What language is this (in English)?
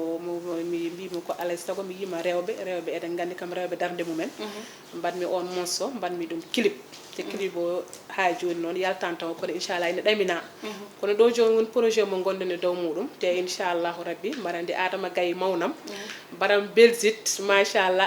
Fula